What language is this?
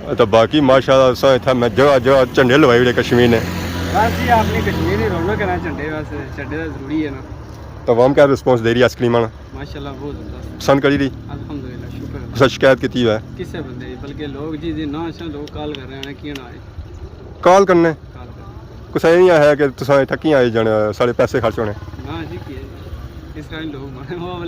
Pahari-Potwari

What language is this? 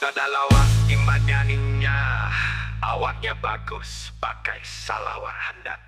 Banjar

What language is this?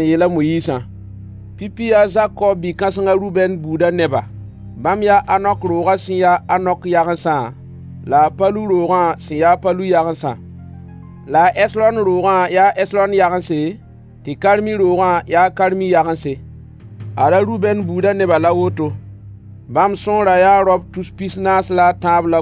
Mossi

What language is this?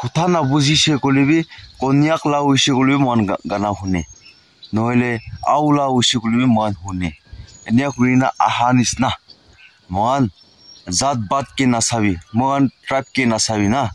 Naga Pidgin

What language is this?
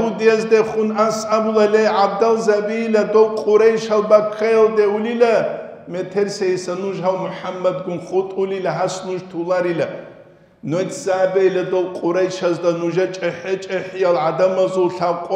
Avaric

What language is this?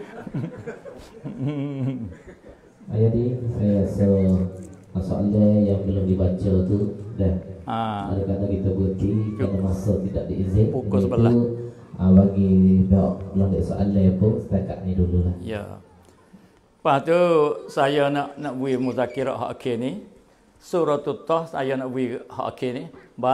Malay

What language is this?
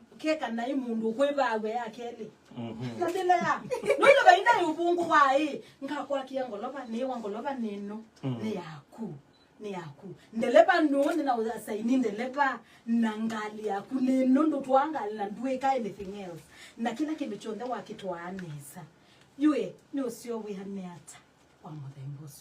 Kamba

